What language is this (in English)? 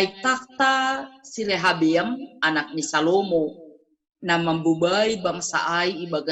Batak Simalungun